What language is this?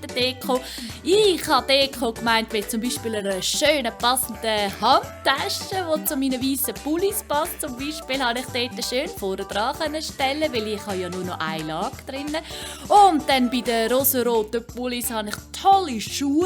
Swiss German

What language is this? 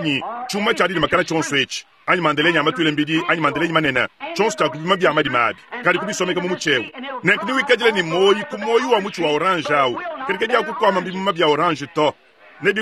Luba-Lulua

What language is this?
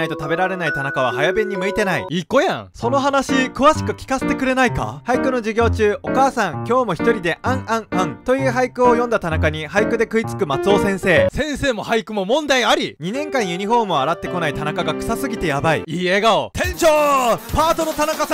Japanese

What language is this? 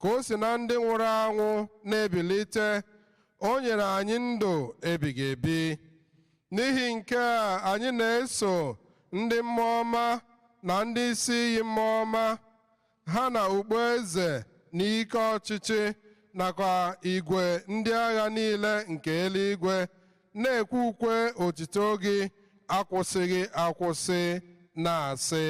Igbo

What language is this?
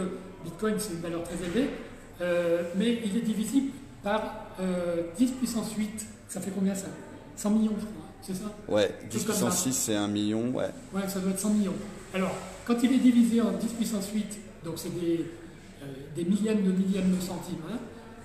French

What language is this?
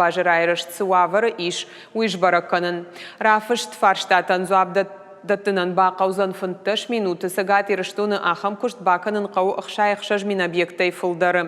Ossetic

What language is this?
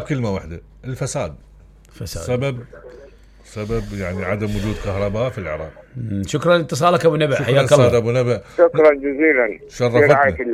Mesopotamian Arabic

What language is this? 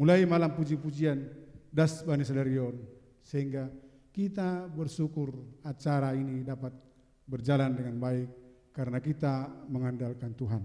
Batak Simalungun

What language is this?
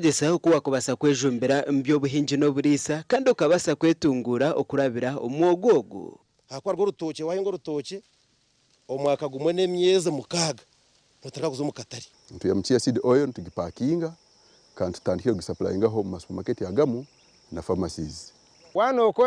Nyankole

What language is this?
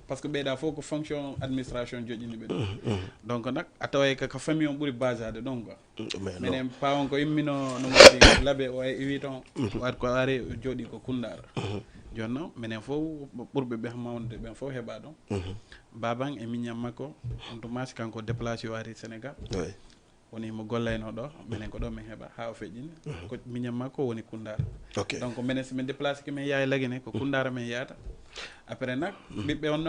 Fula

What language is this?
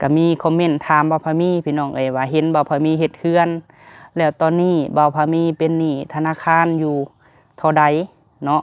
Lao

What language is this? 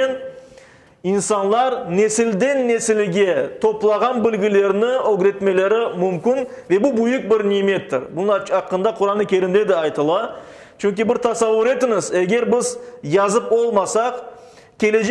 Crimean Tatar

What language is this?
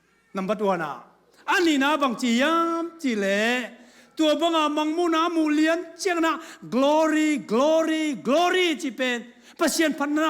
Tedim Chin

